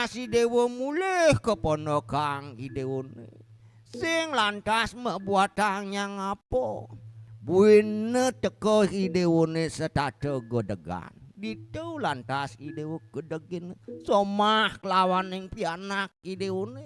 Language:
Balinese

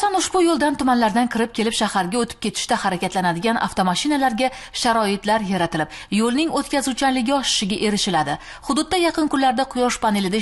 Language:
Uzbek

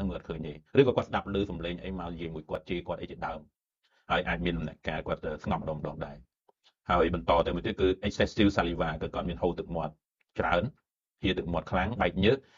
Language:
Khmer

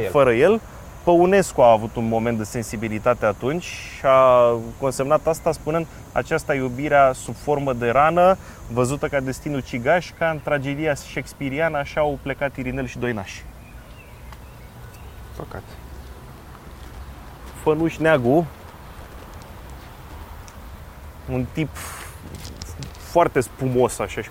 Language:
Romanian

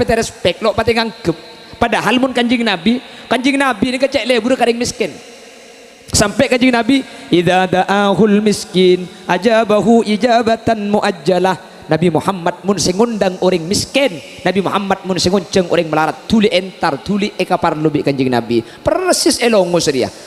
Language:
Madurese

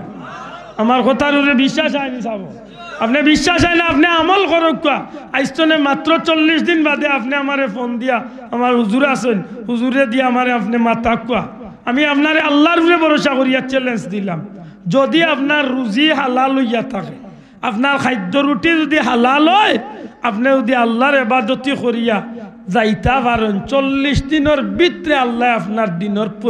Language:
Sylheti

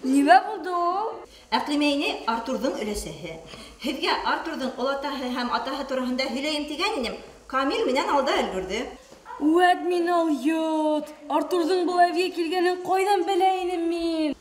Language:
Bashkir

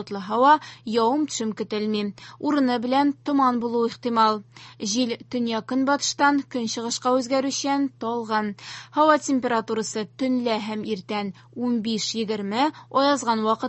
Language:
Tatar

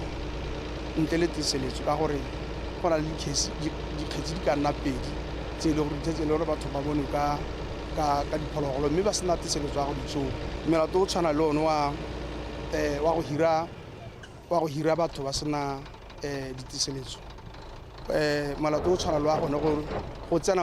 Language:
Tswana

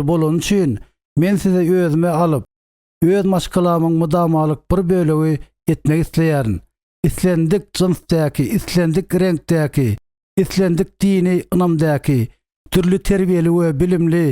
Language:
Turkmen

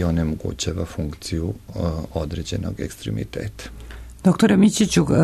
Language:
Serbian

